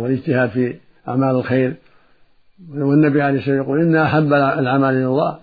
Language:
Arabic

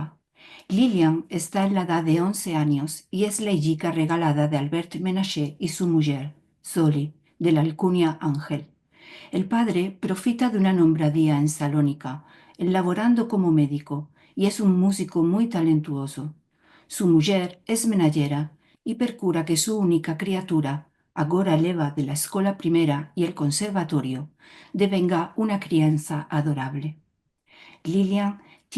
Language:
Ladino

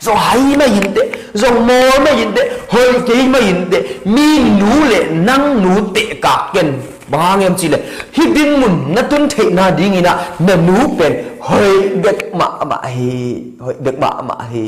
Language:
Tedim Chin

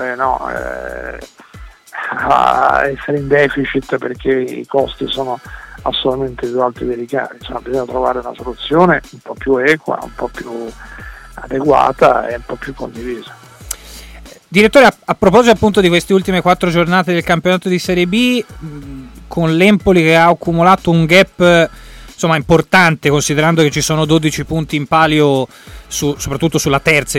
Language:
Italian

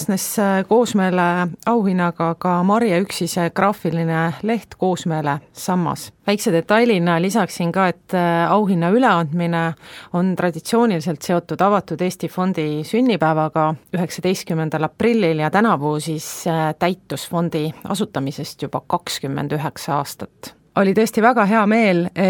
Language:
Estonian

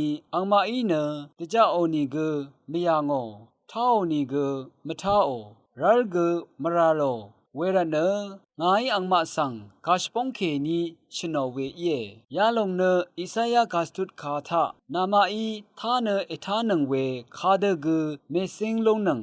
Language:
Rawang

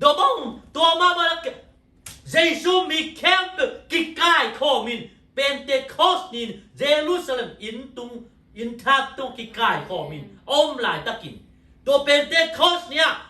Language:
Tedim Chin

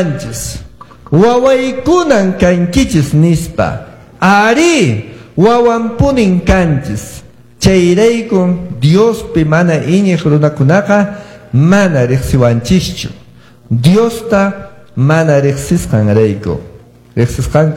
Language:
Quechua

